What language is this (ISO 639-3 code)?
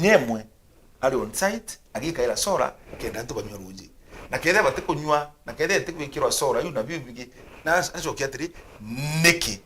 mer